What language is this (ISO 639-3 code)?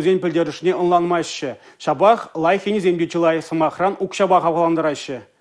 chv